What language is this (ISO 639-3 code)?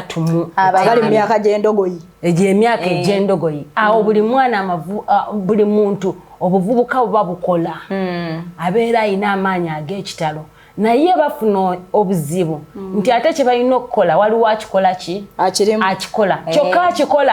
lug